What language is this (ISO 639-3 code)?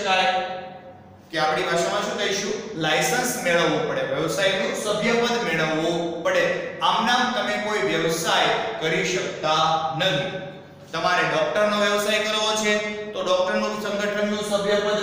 guj